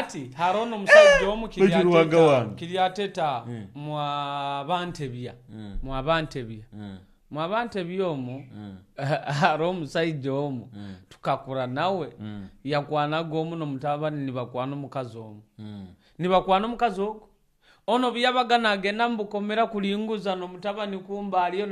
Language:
Nyoro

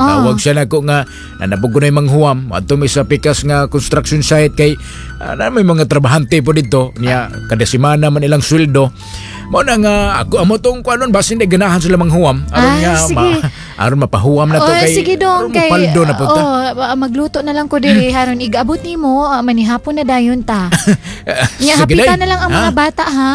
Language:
Cebuano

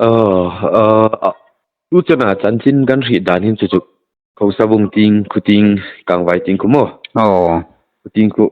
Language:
Hmar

